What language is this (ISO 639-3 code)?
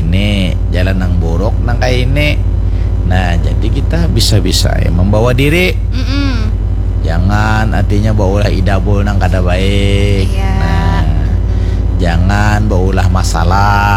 bjn